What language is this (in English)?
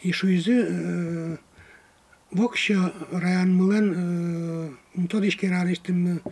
Udmurt